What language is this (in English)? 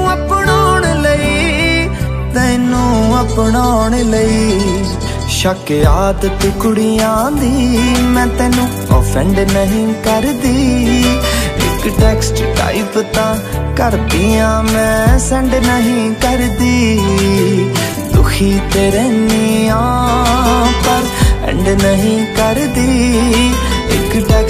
Punjabi